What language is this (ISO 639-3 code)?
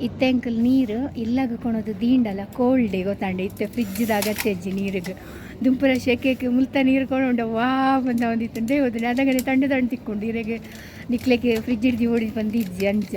tcy